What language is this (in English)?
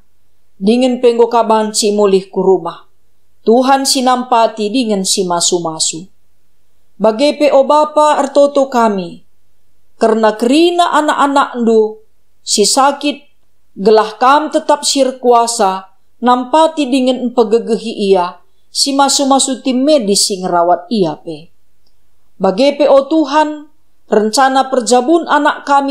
Batak Karo